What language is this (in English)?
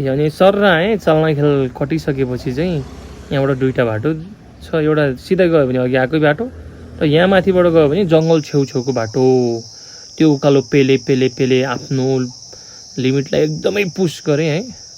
Nepali